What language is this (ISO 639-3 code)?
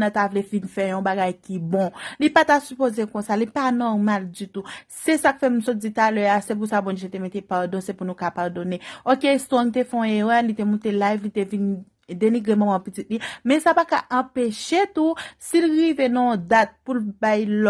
hat